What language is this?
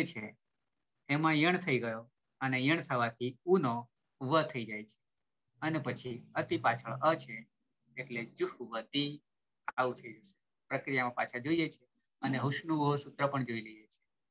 Gujarati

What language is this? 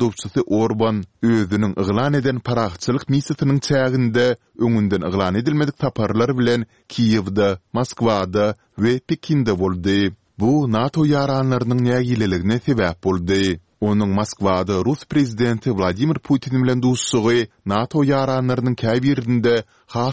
Turkmen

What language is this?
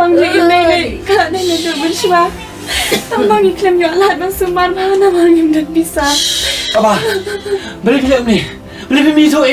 Khasi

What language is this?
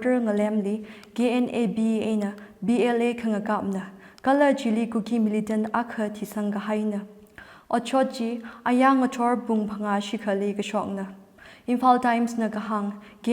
Tangkhul Naga (India)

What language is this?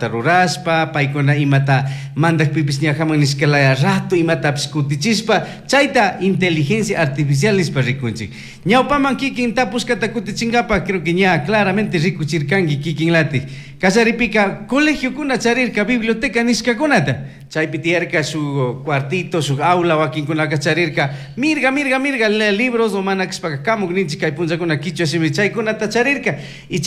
Chimborazo Highland Quichua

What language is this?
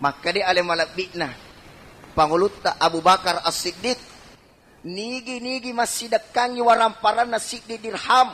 Buginese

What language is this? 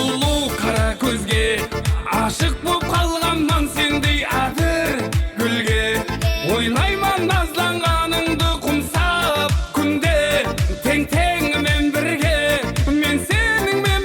Kara-Kalpak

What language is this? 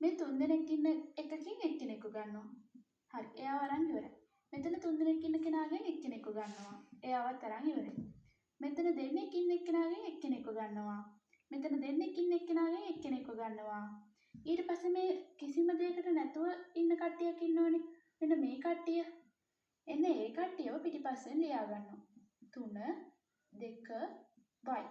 Sinhala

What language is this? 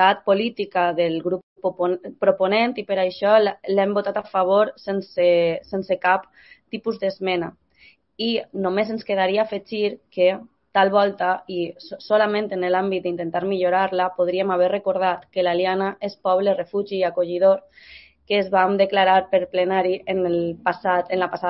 Catalan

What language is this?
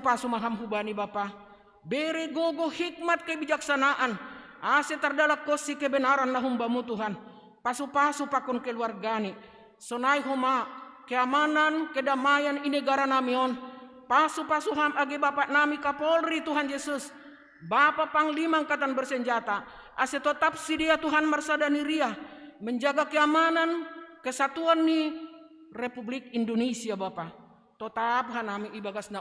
Batak Simalungun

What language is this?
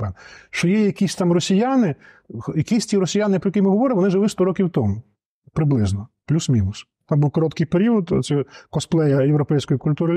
Ukrainian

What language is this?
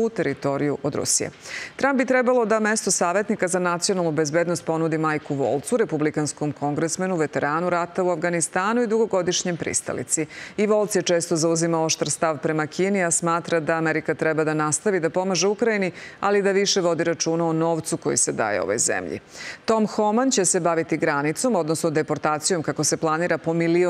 Serbian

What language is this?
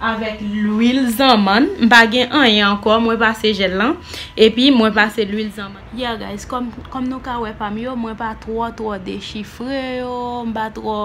Haitian Creole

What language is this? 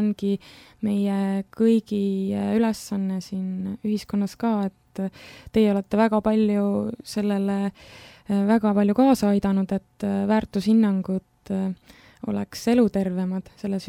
Estonian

